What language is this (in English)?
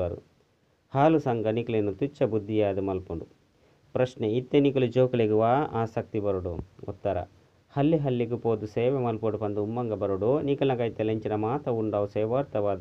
Tulu